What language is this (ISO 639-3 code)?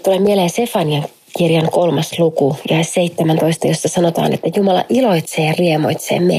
fin